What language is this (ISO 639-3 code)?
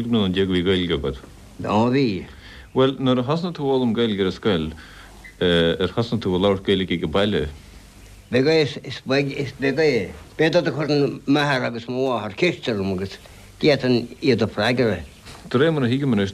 gle